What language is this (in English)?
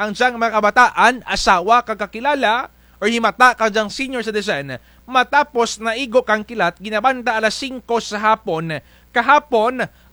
Kinaray-a